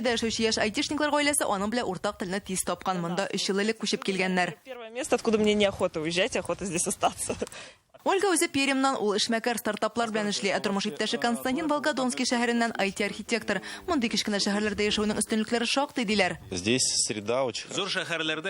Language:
Tatar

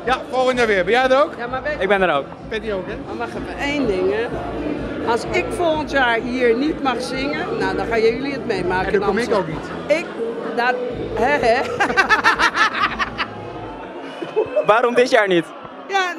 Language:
Dutch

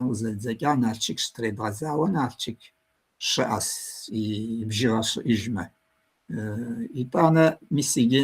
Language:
Kabardian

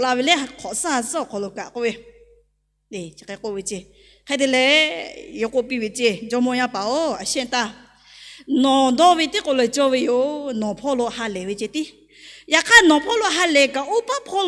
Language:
Lahu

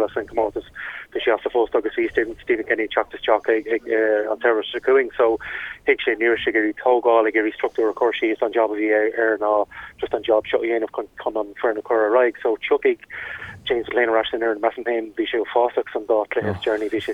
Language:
Irish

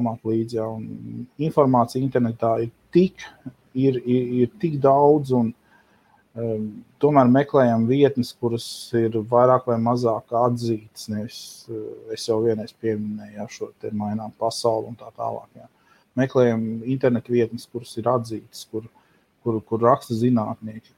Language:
Latvian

